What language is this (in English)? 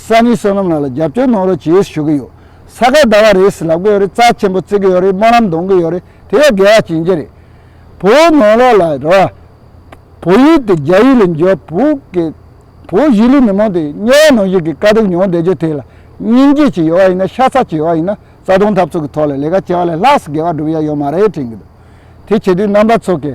Tibetan